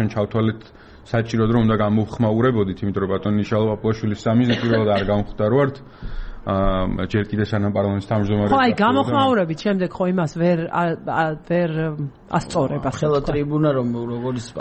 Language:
Georgian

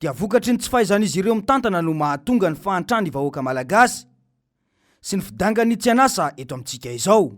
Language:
Malagasy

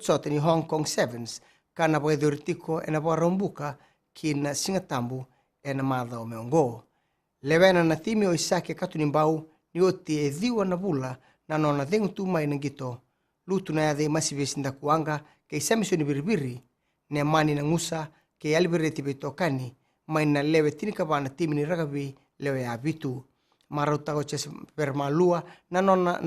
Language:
Fijian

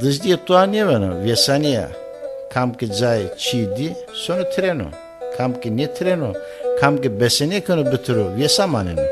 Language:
Zaza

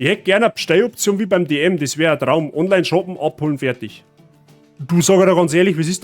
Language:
Bavarian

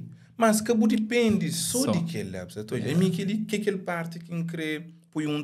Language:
Kabuverdianu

